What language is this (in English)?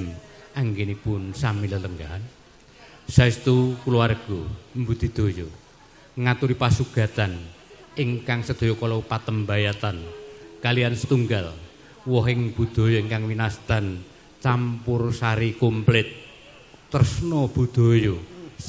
Javanese